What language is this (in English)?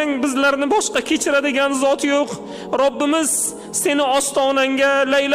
Uzbek